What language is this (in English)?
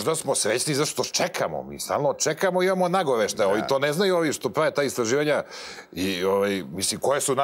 Serbian